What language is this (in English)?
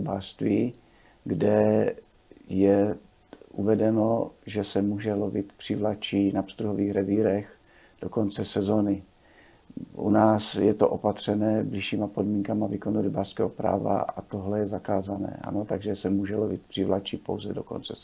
Czech